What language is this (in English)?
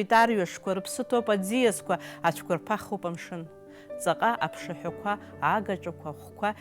Abkhazian